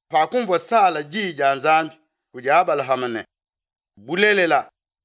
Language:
Luba-Lulua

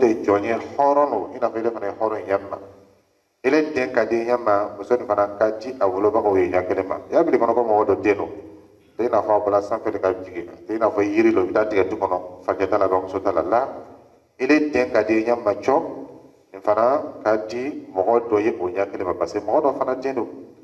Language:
Dyula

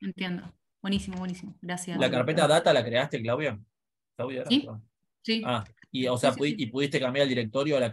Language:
Spanish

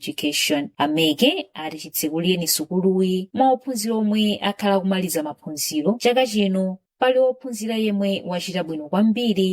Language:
Nyanja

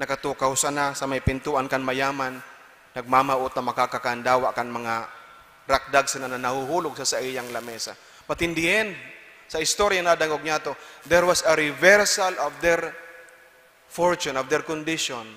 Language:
Bikol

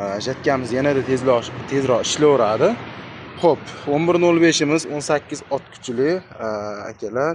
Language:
Uzbek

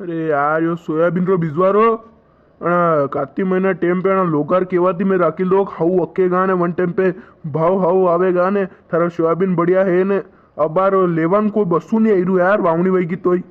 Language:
Rajasthani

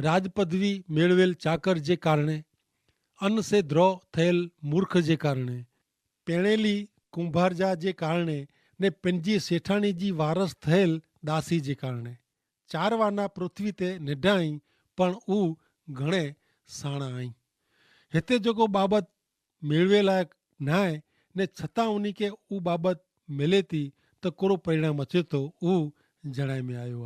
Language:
Kachhi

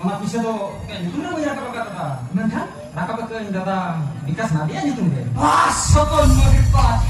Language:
Santali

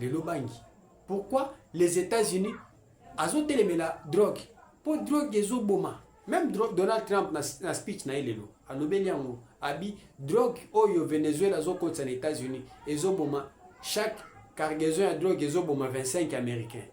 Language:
Lingala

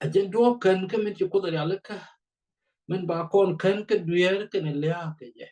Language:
Nuer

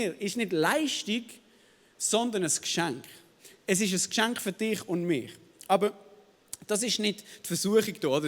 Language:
Swiss German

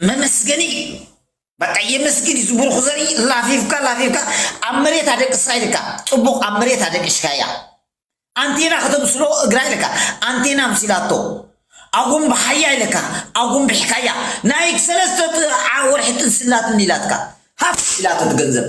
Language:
Tigrinya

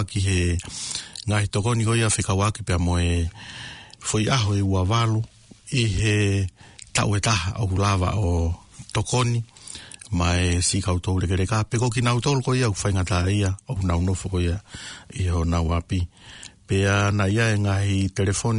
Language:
Tongan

